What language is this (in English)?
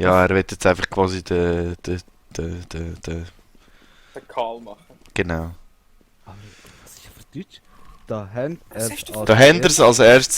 Swiss German